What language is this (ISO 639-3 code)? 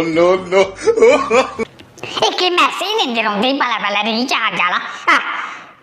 doi